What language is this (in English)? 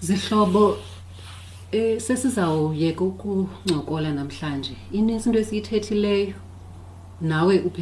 Xhosa